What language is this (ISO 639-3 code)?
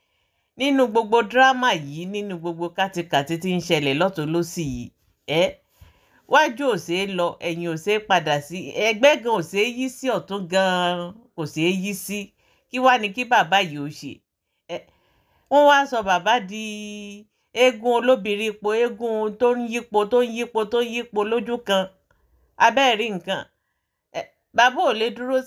yor